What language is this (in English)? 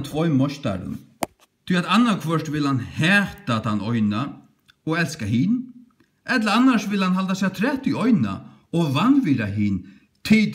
Faroese